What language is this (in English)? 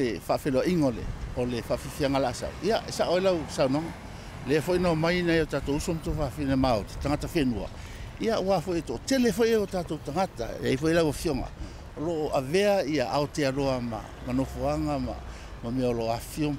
Samoan